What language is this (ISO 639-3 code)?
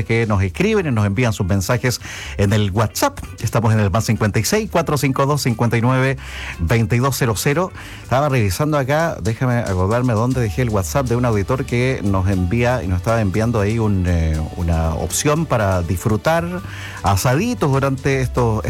spa